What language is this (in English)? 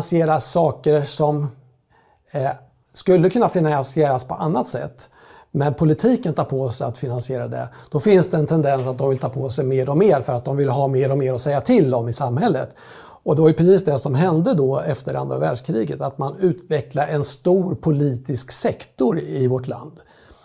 Swedish